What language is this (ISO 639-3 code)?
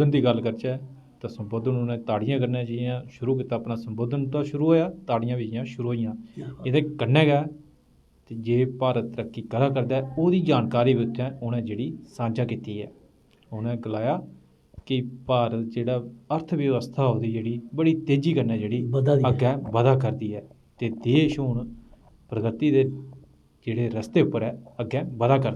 doi